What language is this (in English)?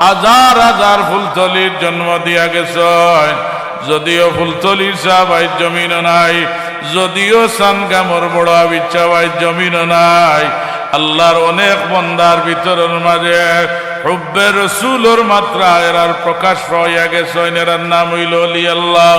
Sylheti